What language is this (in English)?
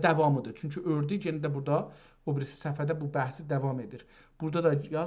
South Azerbaijani